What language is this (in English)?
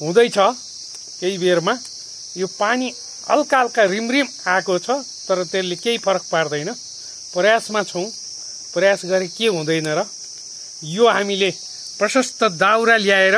Nepali